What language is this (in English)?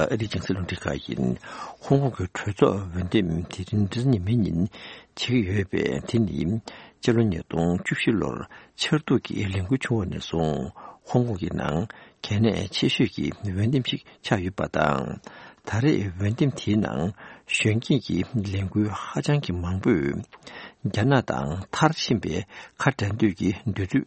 Tibetan